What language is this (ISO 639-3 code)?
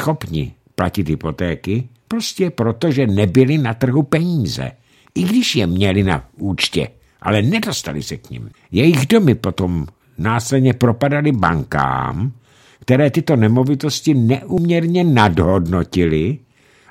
ces